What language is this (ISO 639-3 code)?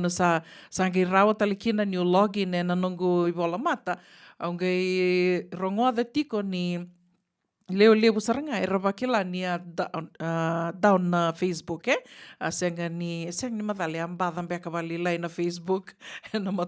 fij